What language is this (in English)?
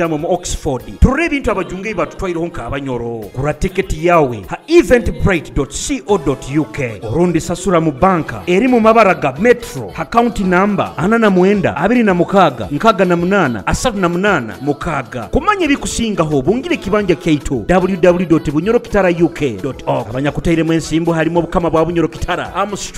Nyoro